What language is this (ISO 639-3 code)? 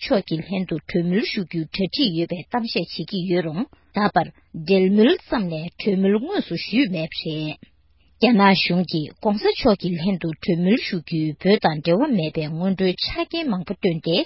bod